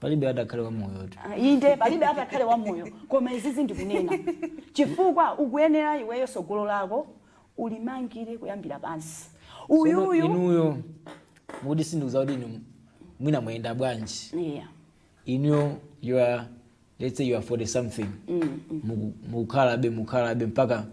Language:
Nyanja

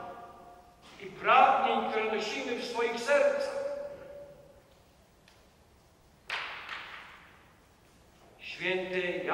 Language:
Polish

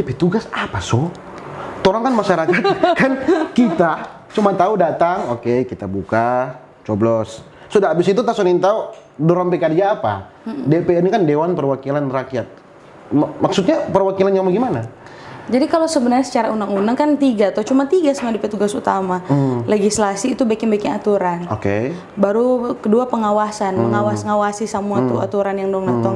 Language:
Manado Malay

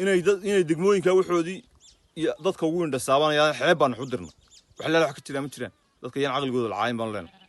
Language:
Somali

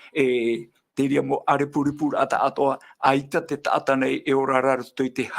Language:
Tahitian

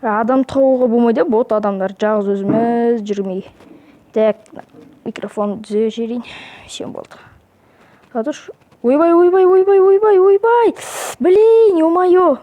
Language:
Kazakh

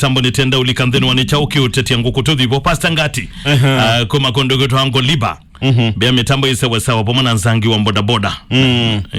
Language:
Kamba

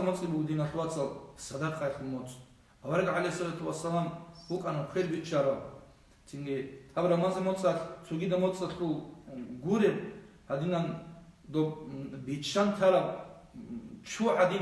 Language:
Avaric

